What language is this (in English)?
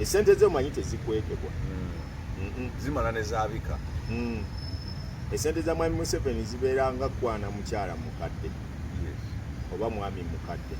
Ganda